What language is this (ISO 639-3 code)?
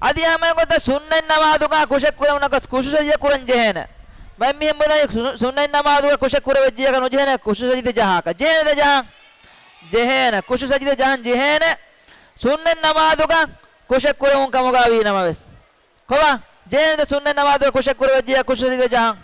div